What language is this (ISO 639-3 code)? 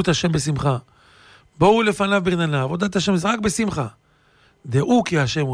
heb